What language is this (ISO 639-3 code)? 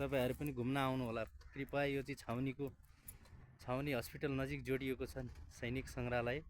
nep